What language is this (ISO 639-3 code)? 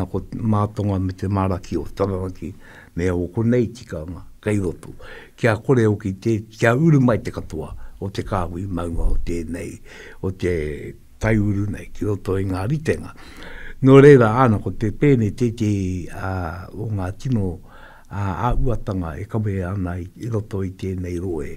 mri